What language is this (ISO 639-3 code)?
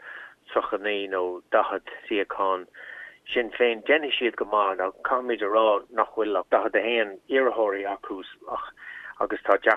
gle